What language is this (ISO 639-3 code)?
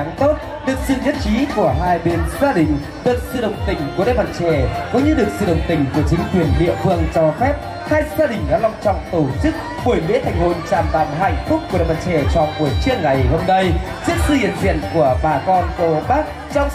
vie